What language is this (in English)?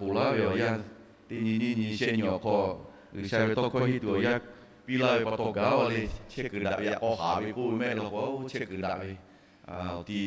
Lahu